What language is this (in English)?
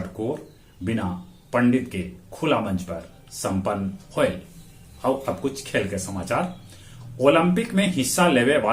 Magahi